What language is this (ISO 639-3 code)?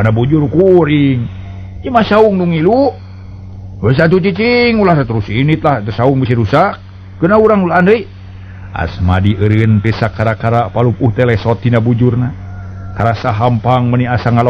sun